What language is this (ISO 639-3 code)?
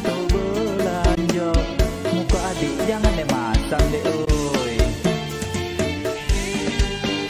ind